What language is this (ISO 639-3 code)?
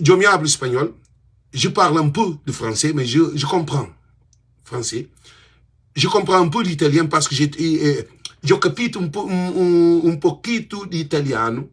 kea